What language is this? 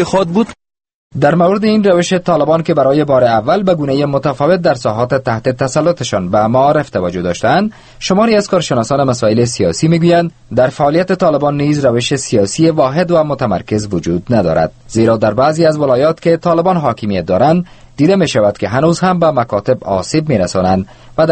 Persian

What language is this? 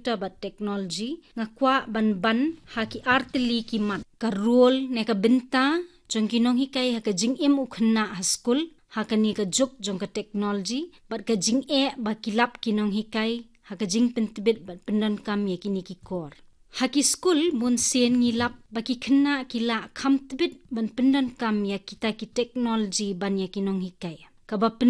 Khasi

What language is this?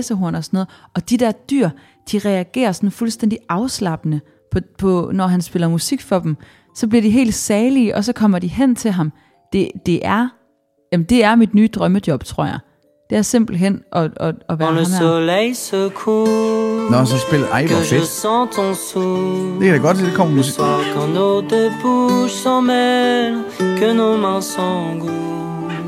Danish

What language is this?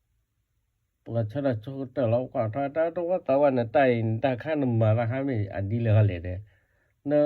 S'gaw Karen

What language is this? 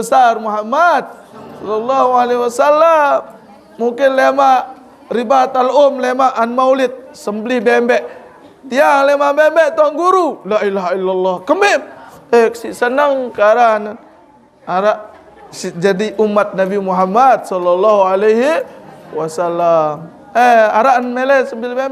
Sasak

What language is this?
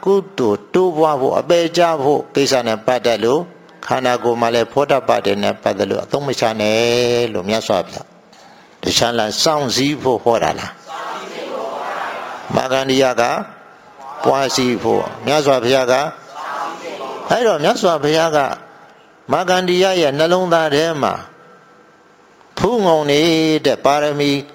Burmese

